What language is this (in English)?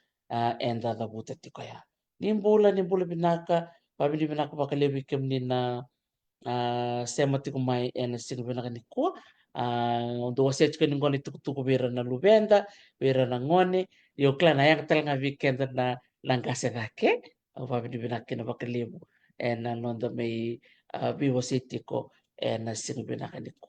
Fijian